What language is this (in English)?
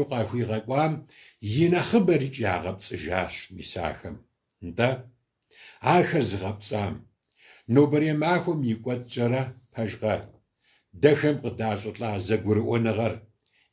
Kabardian